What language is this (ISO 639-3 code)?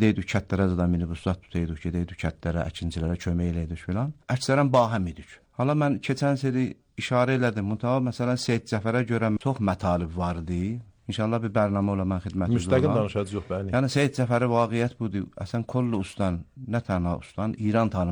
aze